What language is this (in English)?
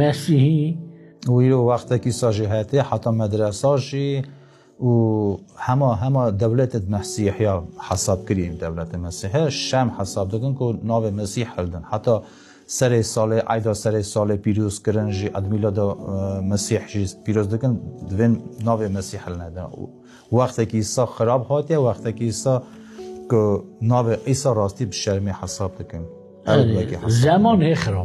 Kurdish